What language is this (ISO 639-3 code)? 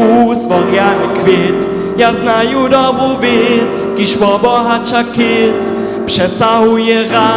hsb